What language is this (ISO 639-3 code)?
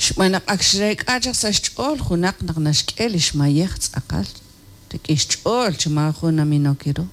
kek